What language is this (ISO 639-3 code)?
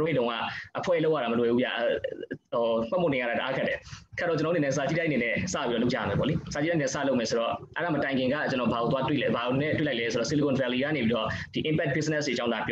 mya